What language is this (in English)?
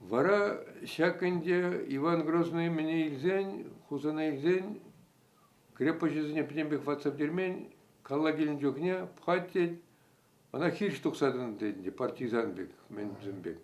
Chuvash